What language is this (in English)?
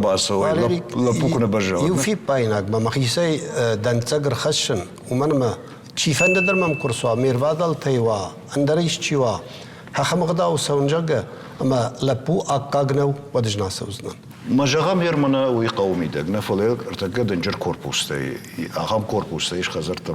Ossetic